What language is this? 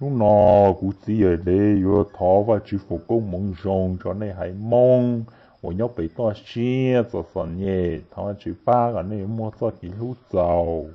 Hmong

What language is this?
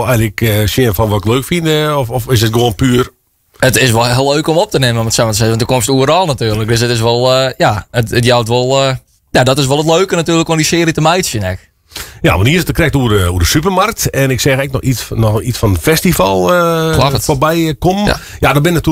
Western Frisian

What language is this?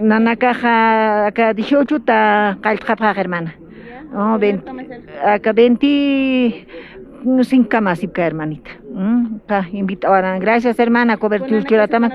Aymara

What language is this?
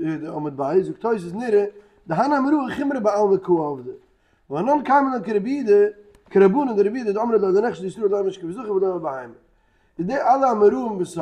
Yiddish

